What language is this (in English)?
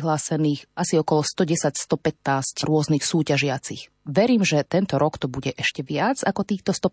Slovak